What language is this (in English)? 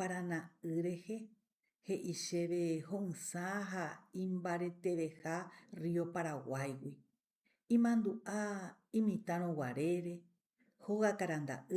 Guarani